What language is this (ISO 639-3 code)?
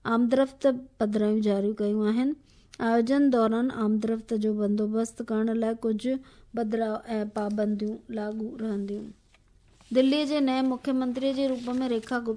snd